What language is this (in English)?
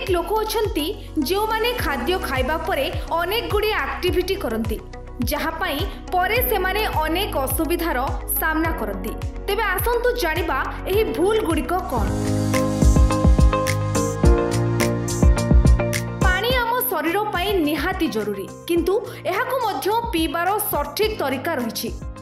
Odia